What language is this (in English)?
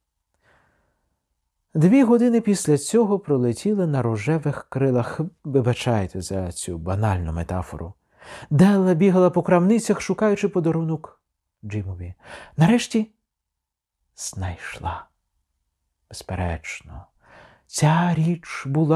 Ukrainian